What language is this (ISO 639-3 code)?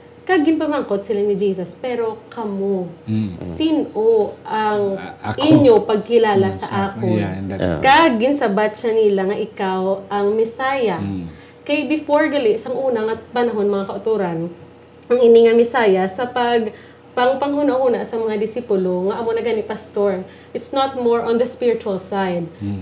hil